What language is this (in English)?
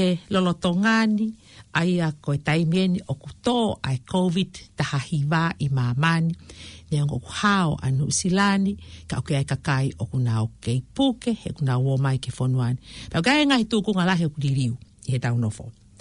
Tongan